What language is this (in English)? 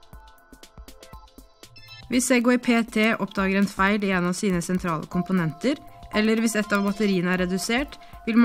Norwegian